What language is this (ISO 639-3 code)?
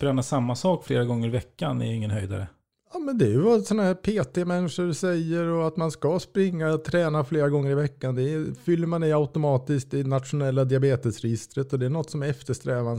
swe